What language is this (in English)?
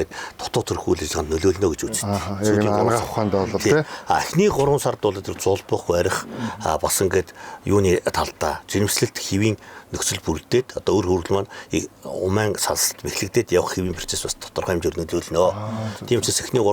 Mongolian